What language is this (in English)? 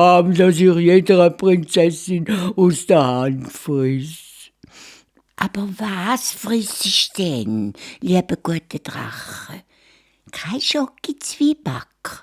Swiss German